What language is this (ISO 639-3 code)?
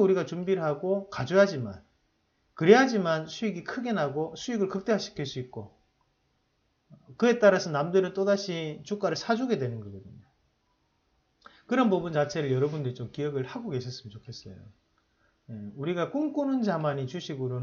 kor